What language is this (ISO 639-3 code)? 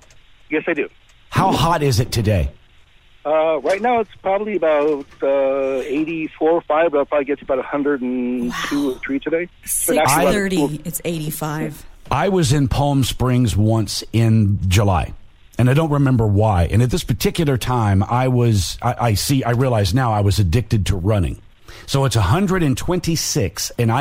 eng